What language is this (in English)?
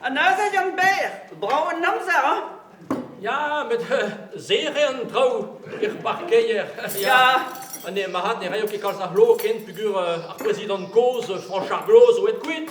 Breton